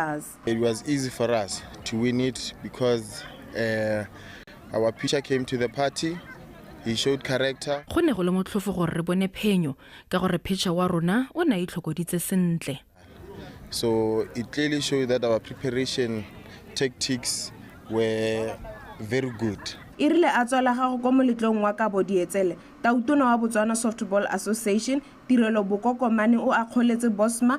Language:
Tswana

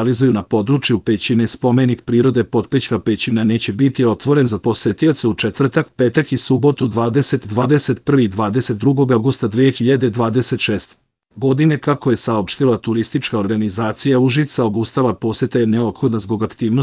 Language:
Serbian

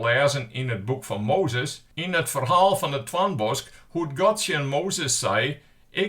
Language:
Western Frisian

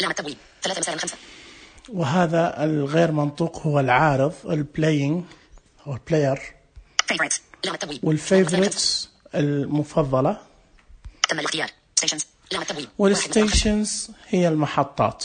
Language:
Najdi Arabic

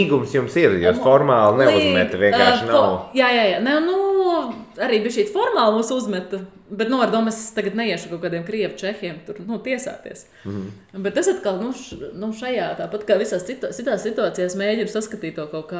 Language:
Latvian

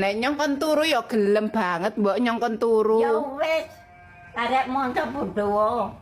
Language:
Javanese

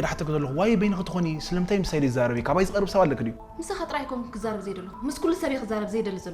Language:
Tigrinya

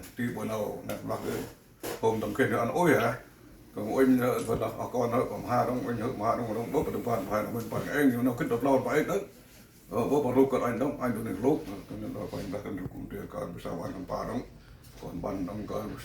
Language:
Central Mnong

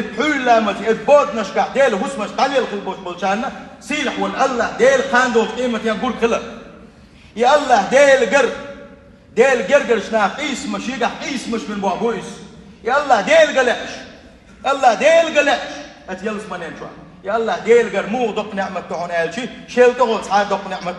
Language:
Chechen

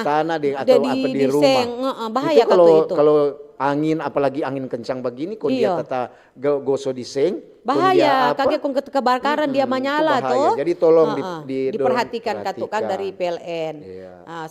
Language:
Manado Malay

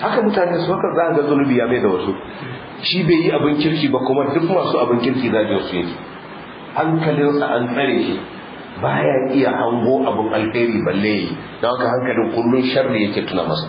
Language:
Hausa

